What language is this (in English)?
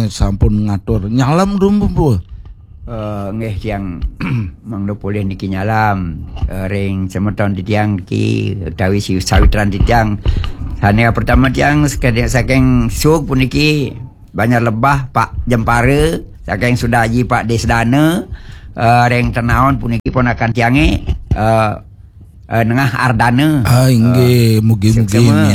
Balinese